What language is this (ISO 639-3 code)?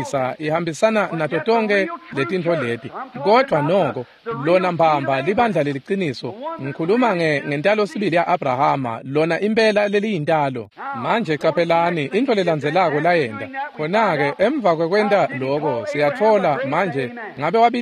ssw